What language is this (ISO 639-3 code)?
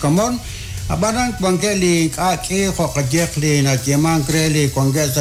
kek